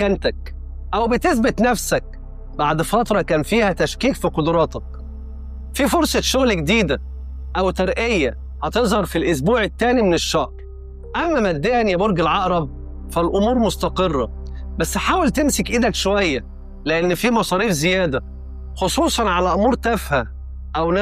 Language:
Egyptian Arabic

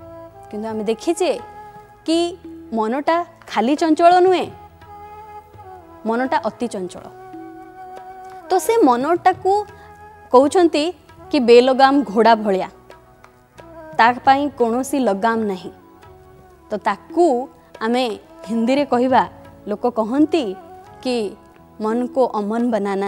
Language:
Odia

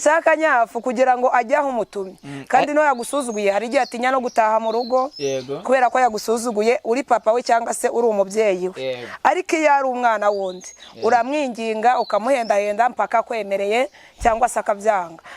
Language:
Kinyarwanda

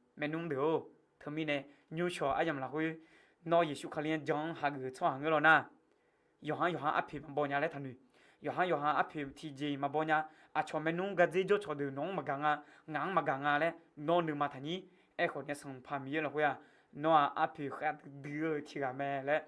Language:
Akha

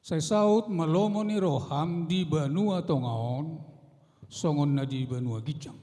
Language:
Batak Toba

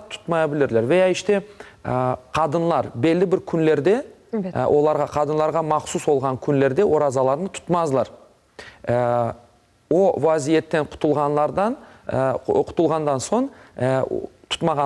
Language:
Crimean Tatar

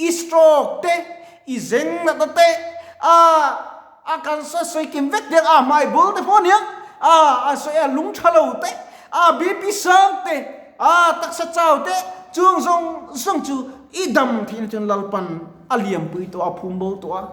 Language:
Mizo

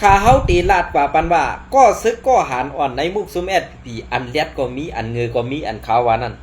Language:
Shan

